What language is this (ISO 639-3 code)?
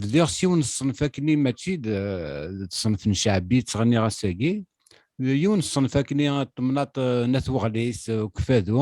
kab